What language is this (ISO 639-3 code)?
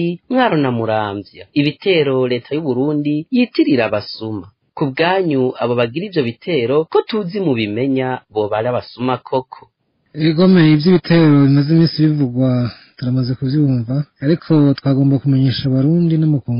run